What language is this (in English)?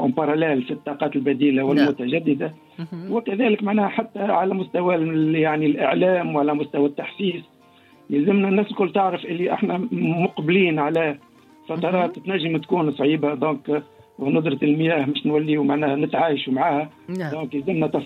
Tunisian Arabic